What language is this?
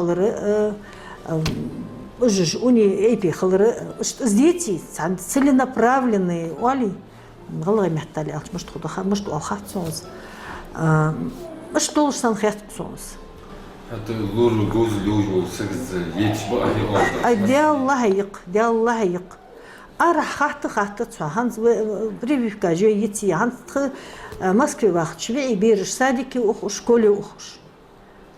Ingush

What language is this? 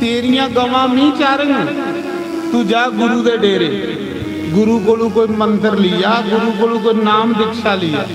Dogri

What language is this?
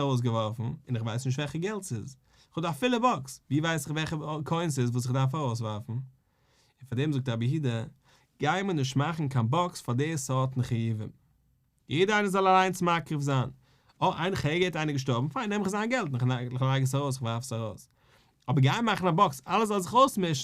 Yiddish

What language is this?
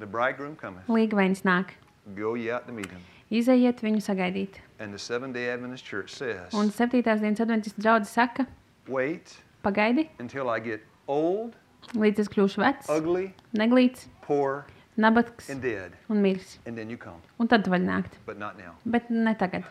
Latvian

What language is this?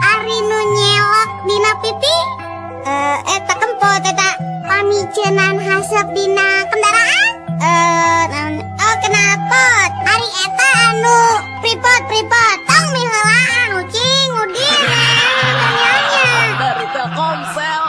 Sundanese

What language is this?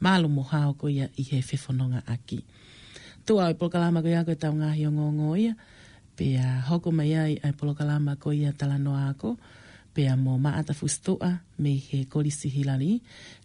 Tongan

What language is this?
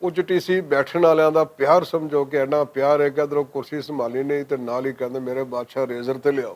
Western Panjabi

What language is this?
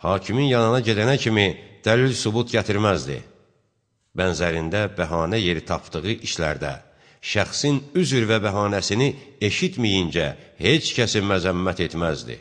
Azerbaijani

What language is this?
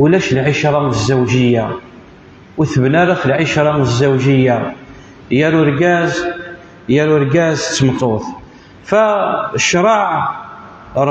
Kabyle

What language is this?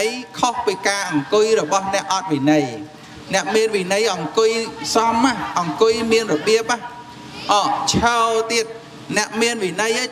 Khmer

